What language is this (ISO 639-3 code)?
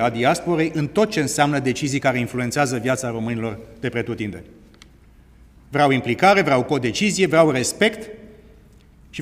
ron